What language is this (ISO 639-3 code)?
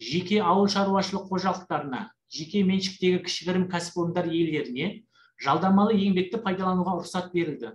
kaz